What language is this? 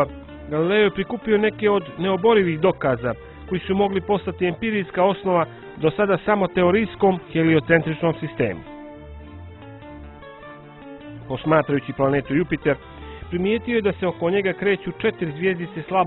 Bosnian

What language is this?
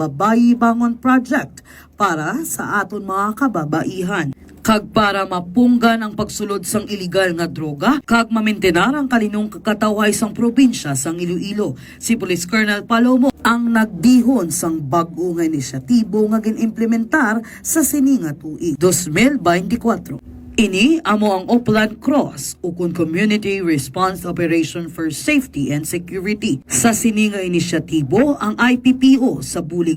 Hiligaynon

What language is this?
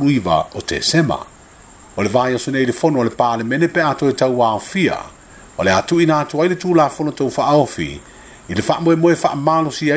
Samoan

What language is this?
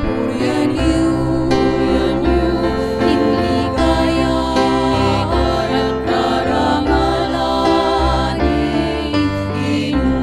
Pampanga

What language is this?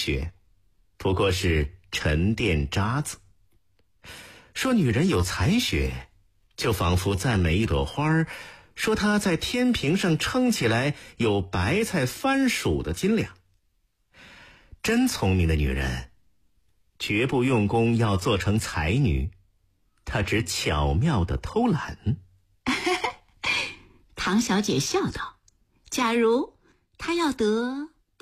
Chinese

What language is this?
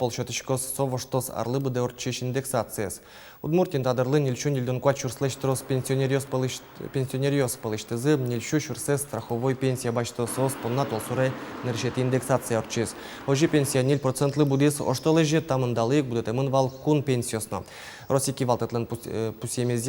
Udmurt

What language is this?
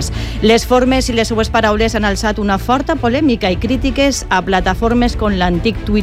Catalan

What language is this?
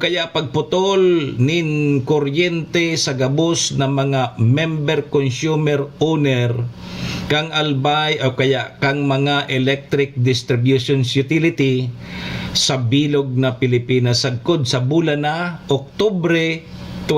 Bikol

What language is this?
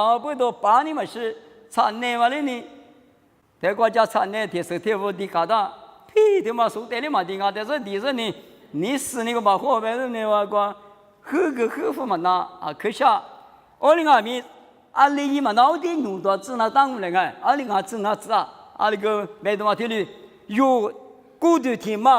Lisu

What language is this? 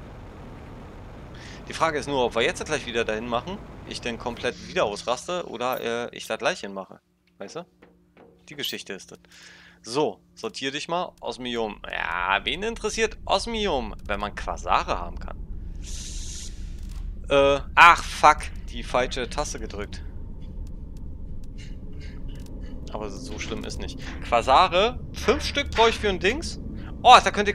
German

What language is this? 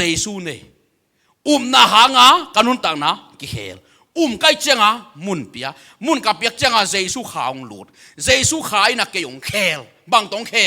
Tedim Chin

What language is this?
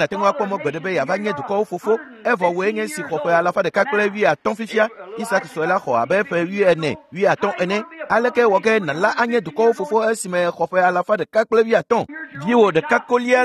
Ewe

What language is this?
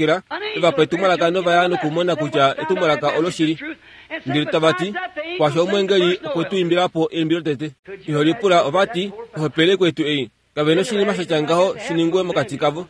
Kuanyama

